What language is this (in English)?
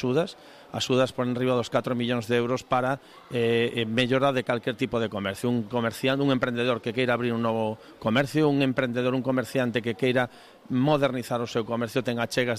Galician